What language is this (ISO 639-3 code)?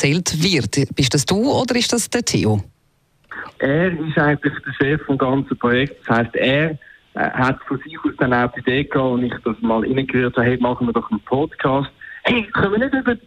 gsw